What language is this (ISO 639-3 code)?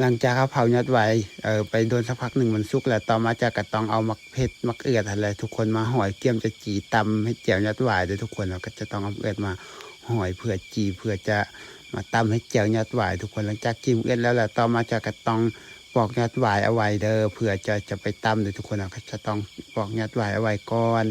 lao